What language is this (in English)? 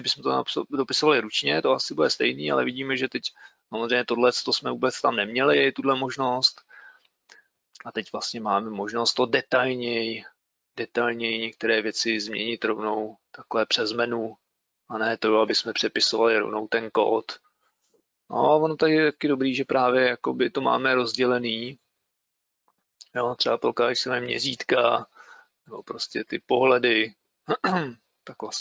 Czech